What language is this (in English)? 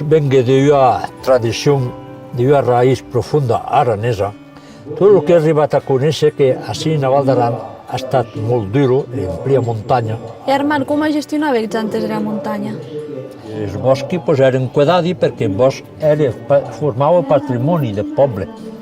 Occitan